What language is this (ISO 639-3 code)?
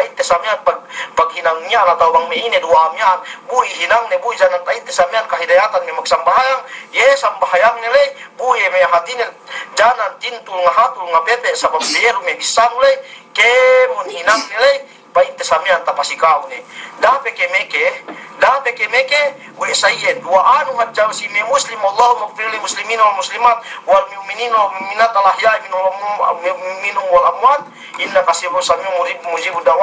yka